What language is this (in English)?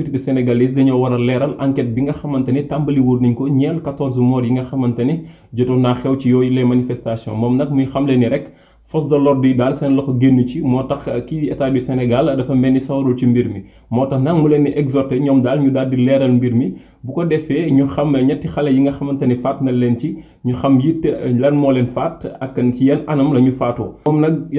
Wolof